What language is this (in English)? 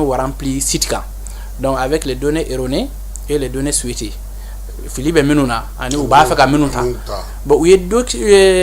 Bambara